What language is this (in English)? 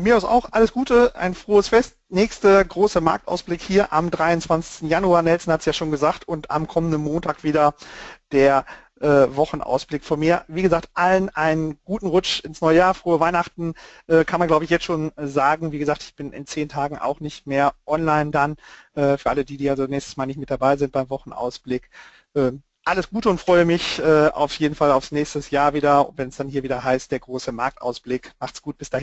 German